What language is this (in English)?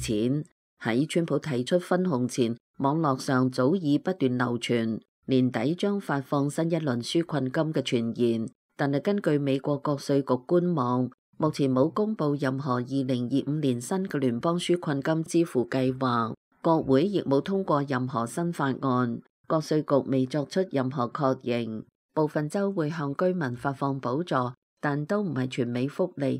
Cantonese